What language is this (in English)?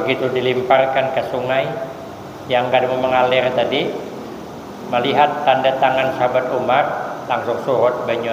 Banjar